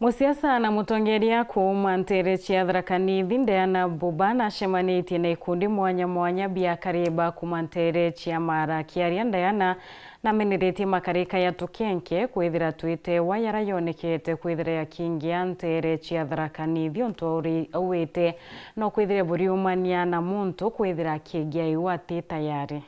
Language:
Meru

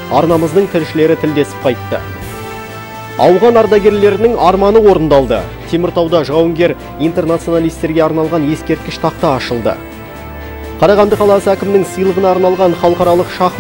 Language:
Kazakh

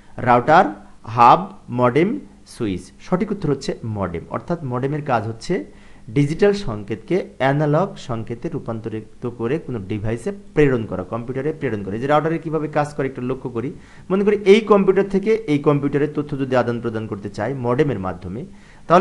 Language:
Bangla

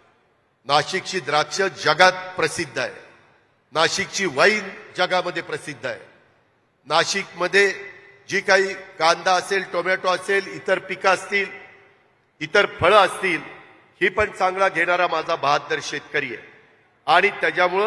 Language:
Marathi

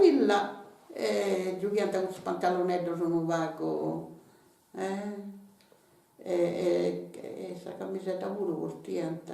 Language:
Sardinian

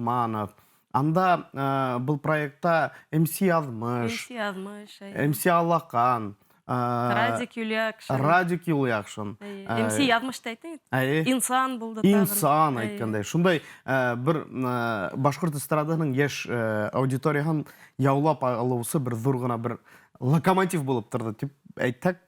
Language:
Bashkir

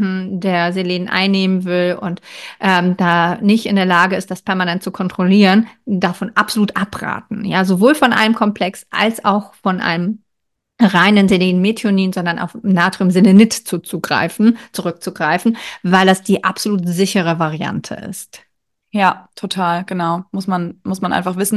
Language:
German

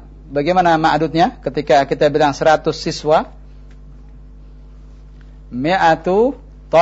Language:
Indonesian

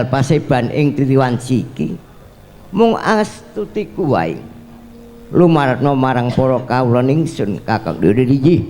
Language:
Javanese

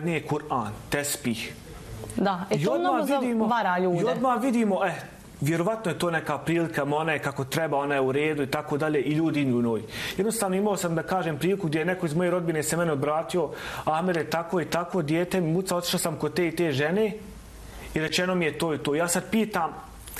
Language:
Bosnian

